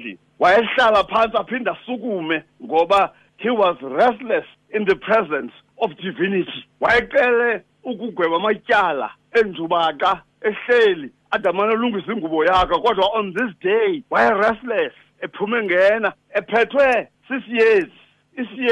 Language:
Xhosa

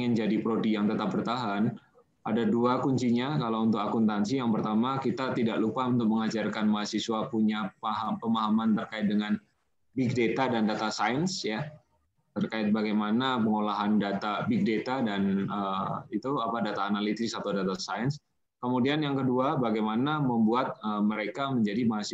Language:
Indonesian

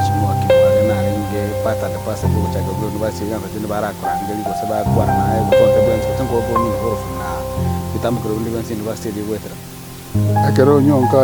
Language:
Gusii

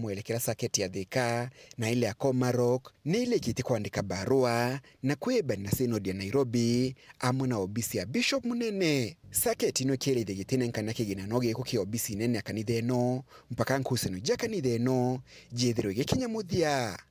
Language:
Meru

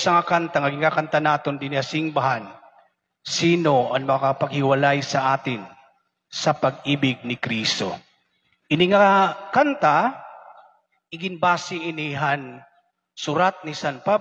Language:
Waray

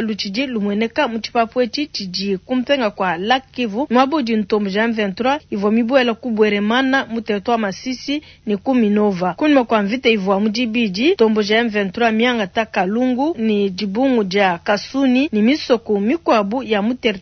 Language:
Luba-Lulua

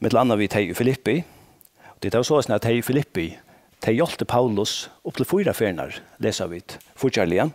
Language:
Faroese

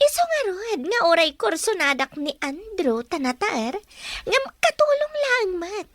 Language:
Iloko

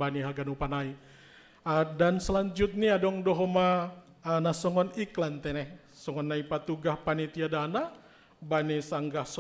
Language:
Batak Simalungun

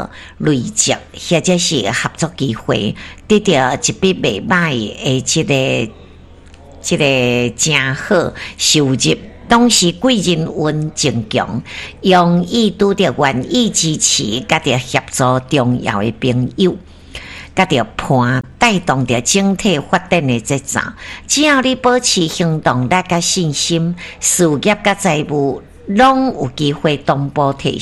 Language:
Min Nan Chinese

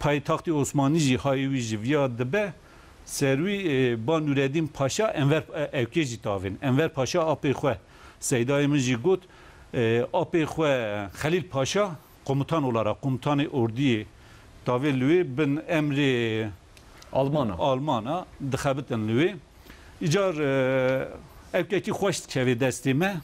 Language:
Kurdish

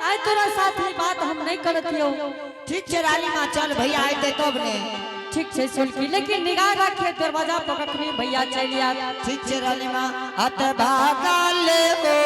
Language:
Angika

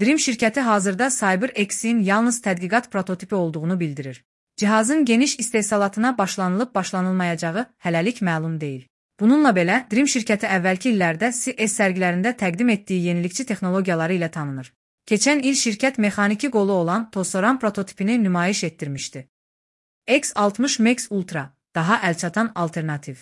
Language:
Azerbaijani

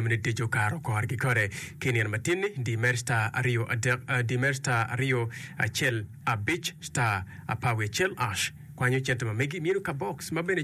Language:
Acoli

